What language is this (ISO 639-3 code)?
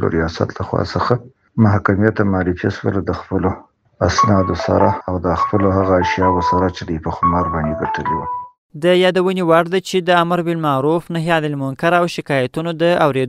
pus